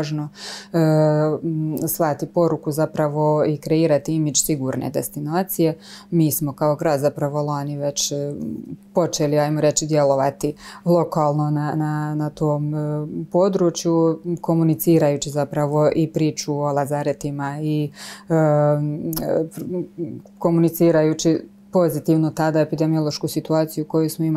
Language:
Croatian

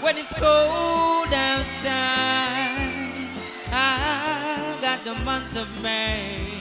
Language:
Jamaican Creole English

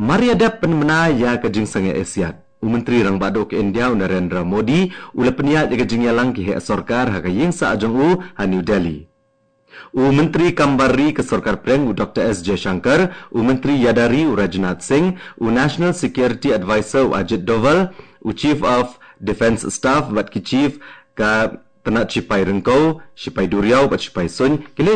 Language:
Khasi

